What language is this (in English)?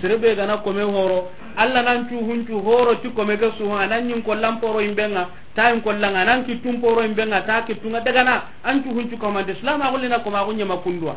Soninke